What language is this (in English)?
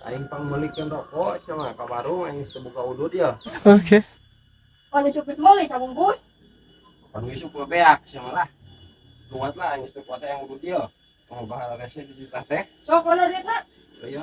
Sundanese